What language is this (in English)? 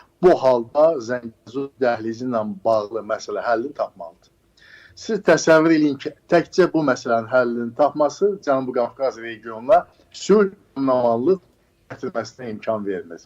Azerbaijani